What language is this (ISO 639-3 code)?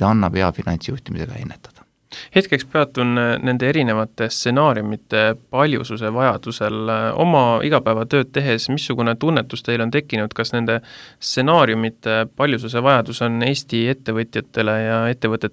est